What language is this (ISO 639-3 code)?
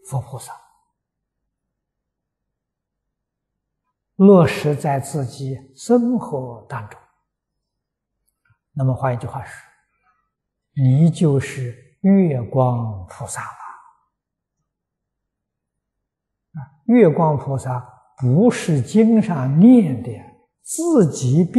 zho